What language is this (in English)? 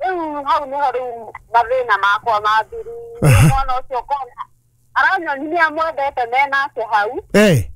Kikuyu